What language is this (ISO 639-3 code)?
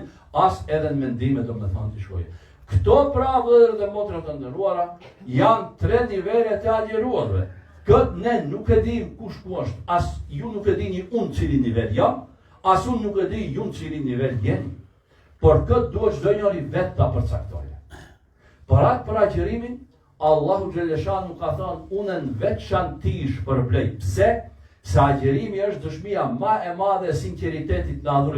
sqi